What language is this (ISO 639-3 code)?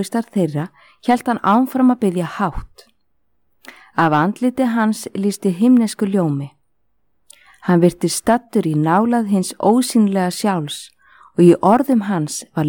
isl